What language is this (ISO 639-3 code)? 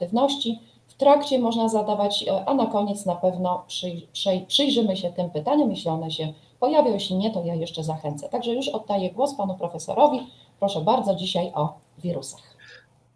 pol